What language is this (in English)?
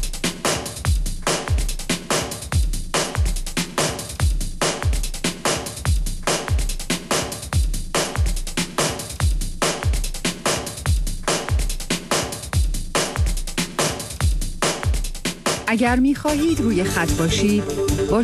Persian